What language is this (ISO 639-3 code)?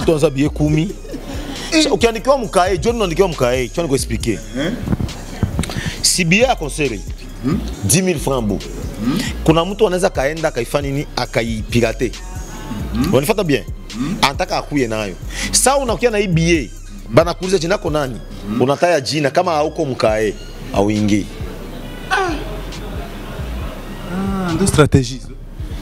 swa